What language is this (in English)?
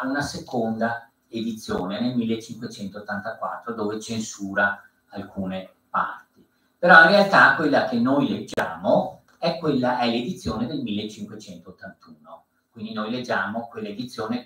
Italian